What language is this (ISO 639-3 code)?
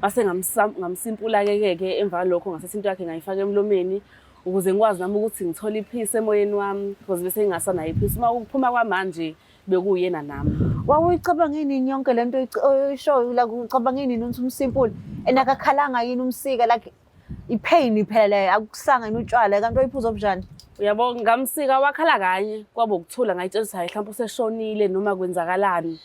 zul